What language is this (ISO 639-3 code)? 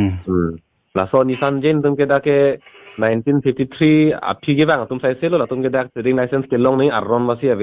mjw